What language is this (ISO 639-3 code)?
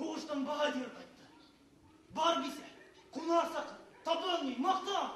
bak